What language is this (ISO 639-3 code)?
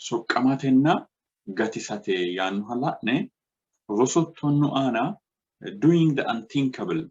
sid